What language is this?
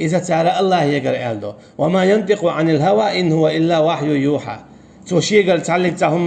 Chechen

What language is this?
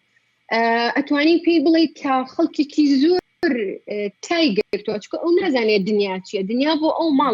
Central Kurdish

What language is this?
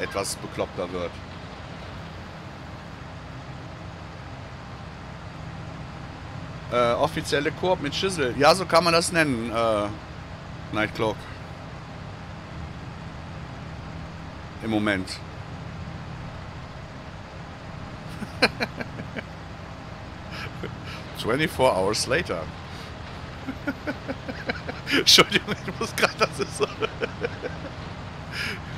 German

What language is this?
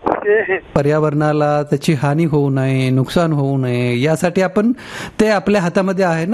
Marathi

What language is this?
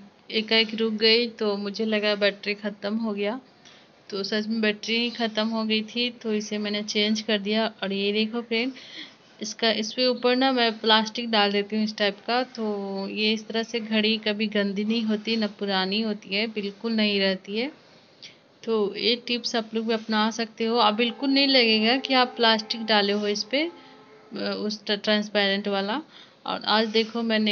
Hindi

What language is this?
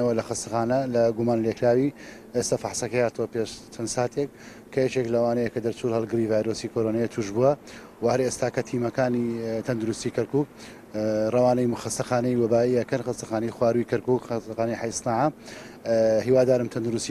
Central Kurdish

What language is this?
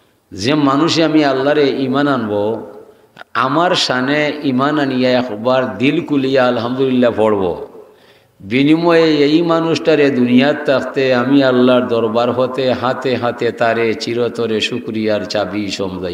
Sylheti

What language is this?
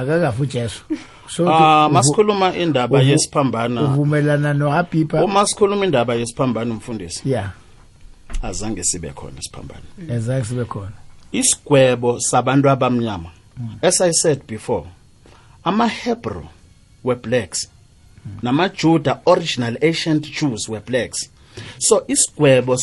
South Ndebele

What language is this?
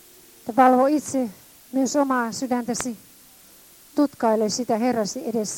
Finnish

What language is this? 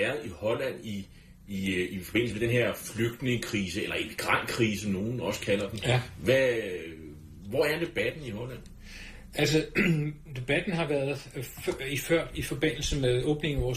Danish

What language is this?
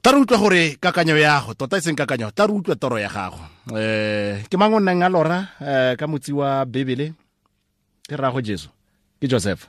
Tswana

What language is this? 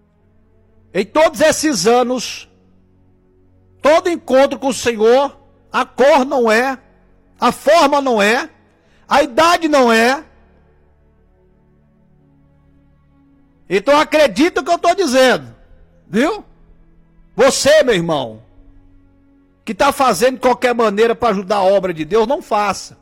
Portuguese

